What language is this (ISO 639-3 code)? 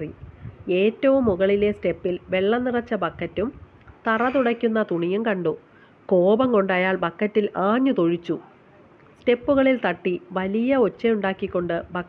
mal